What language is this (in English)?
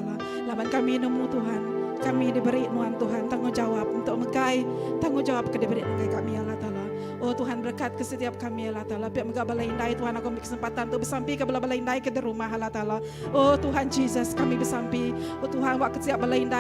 Iban